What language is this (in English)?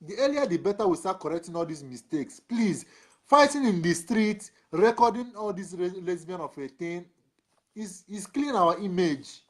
Nigerian Pidgin